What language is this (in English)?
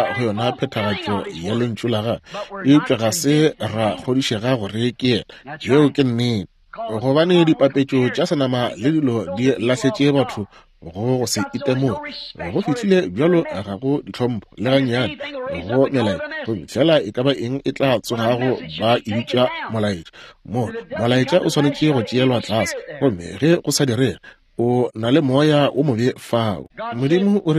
Northern Sotho